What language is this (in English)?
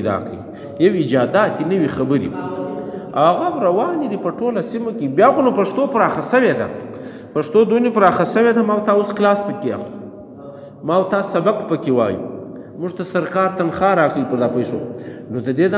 Pashto